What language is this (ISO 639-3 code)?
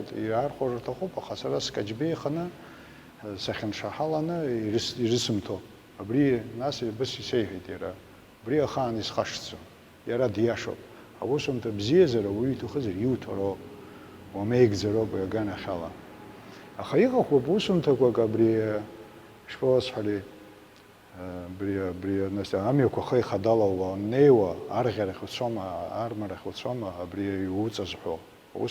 abk